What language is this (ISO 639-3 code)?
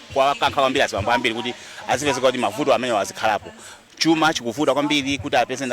nya